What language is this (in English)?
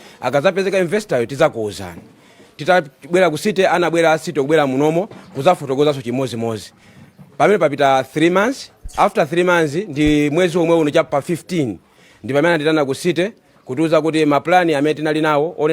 Nyanja